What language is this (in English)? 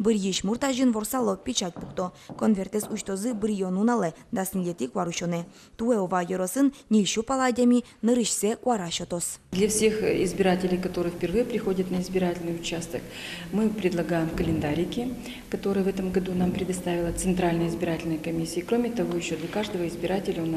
Udmurt